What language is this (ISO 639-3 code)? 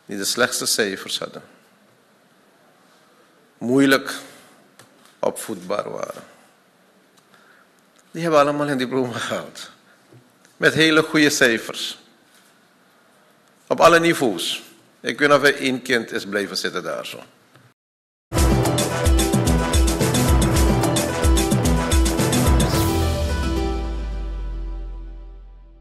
nld